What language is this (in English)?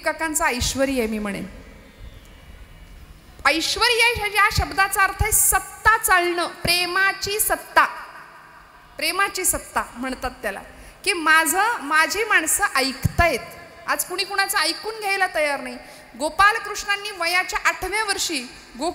Marathi